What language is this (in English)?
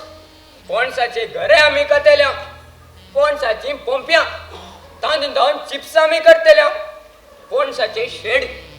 Konkani